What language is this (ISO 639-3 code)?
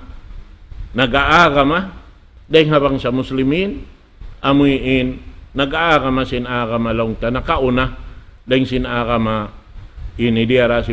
tsg